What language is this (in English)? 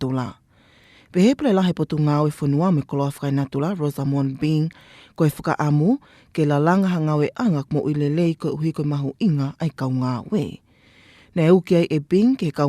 Tongan